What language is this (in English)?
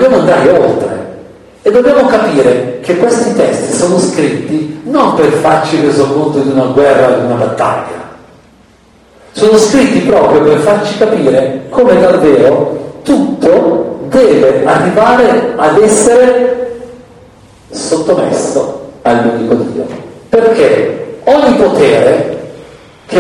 Italian